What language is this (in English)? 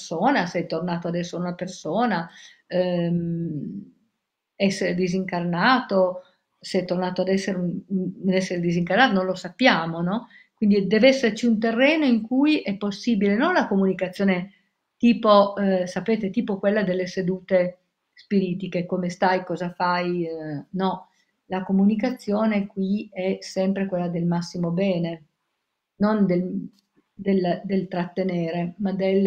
Italian